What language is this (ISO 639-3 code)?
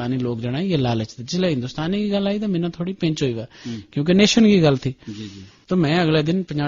gju